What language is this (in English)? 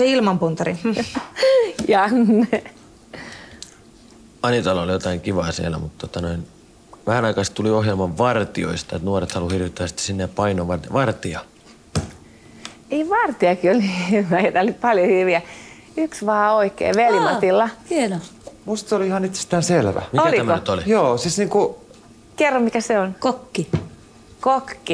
Finnish